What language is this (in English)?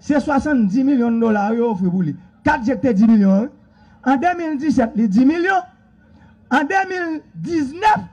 Haitian Creole